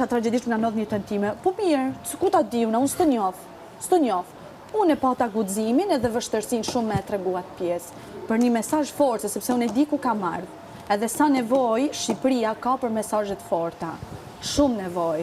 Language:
Albanian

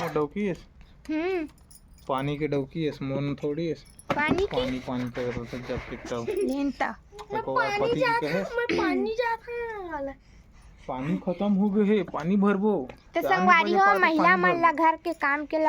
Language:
Chhattisgarhi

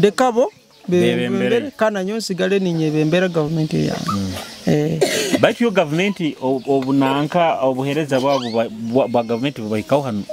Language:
Nyoro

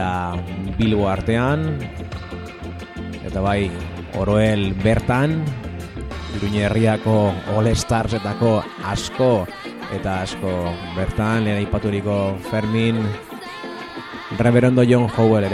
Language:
Basque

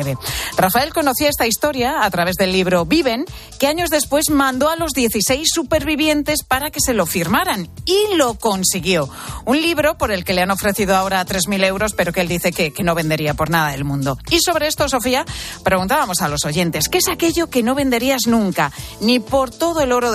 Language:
Spanish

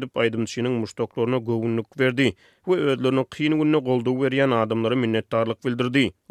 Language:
Turkmen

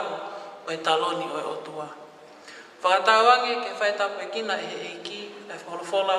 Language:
Tongan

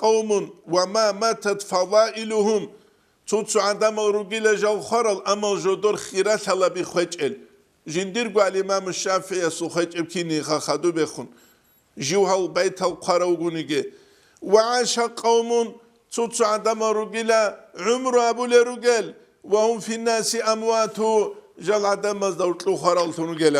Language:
Avaric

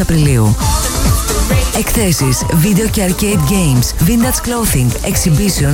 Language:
Greek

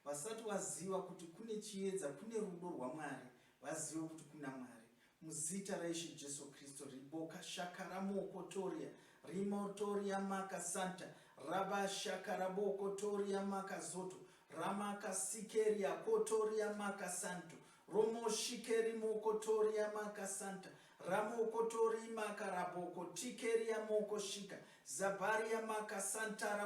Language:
Shona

